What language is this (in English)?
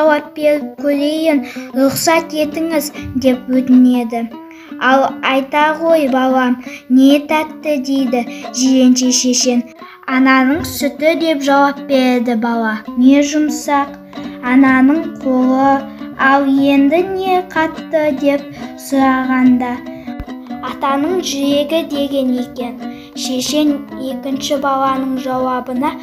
Kazakh